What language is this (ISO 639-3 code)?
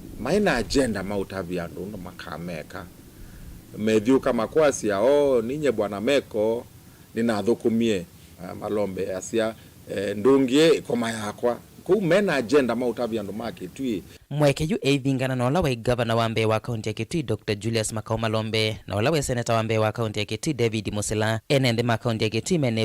kam